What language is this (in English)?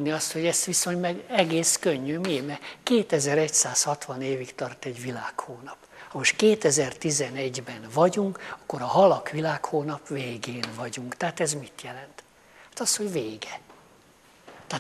Hungarian